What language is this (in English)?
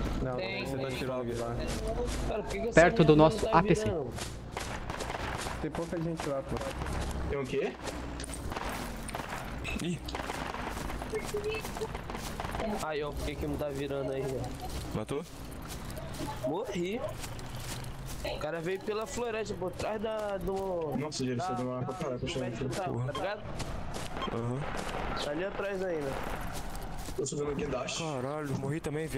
Portuguese